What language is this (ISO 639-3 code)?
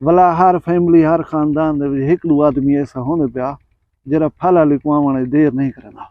skr